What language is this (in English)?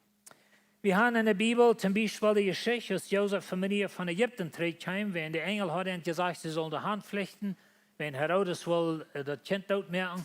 Plautdietsch